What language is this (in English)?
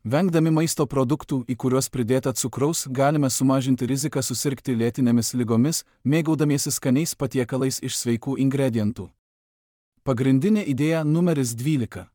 Lithuanian